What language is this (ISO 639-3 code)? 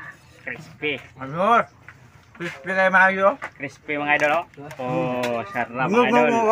fil